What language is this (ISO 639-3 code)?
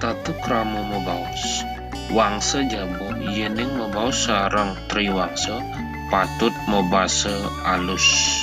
ban